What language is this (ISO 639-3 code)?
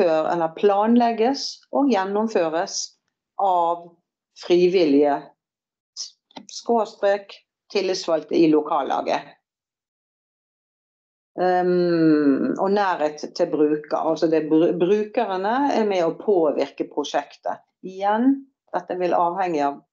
nor